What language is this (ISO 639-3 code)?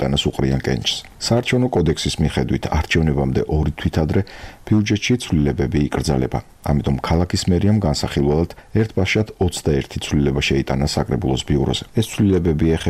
kat